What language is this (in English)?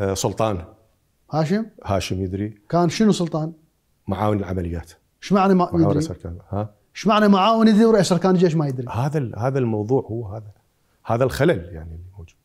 Mesopotamian Arabic